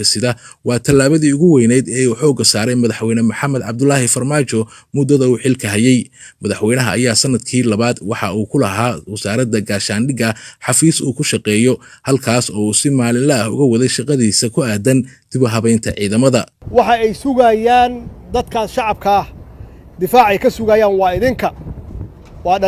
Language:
Somali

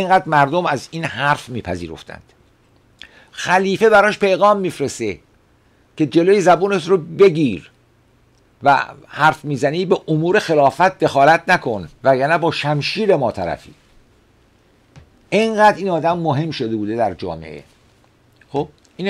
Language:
Persian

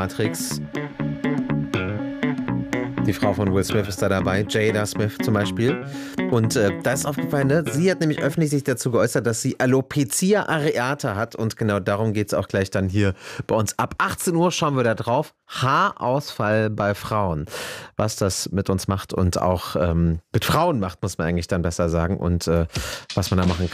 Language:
German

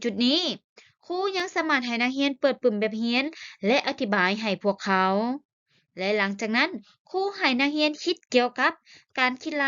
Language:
Lao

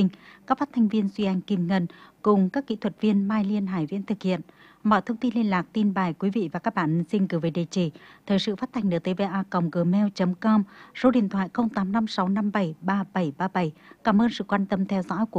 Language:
Vietnamese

